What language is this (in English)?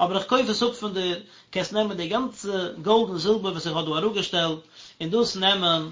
Yiddish